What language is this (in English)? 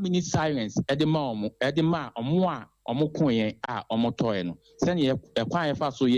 Akan